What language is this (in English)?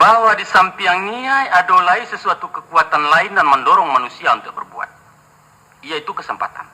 Minangkabau